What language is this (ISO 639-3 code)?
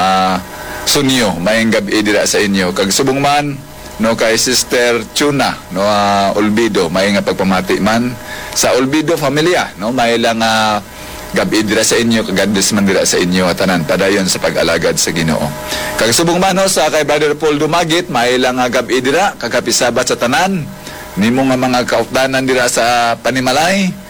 hil